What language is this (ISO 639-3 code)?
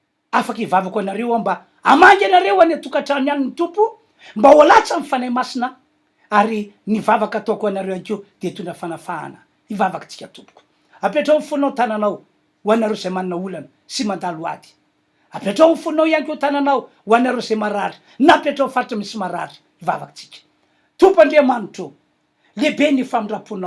mlg